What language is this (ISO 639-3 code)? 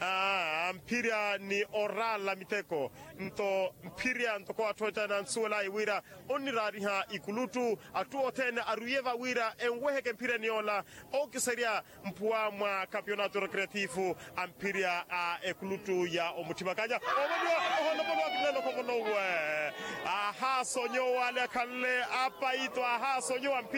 vmw